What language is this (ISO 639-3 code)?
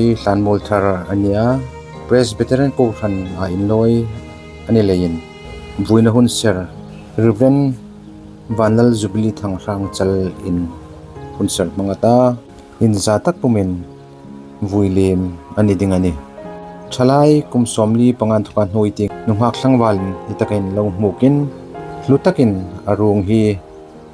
hmr